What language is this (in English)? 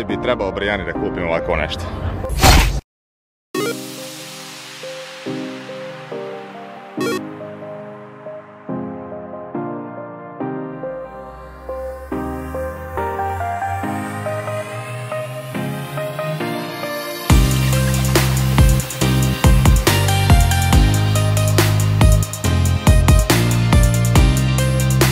Croatian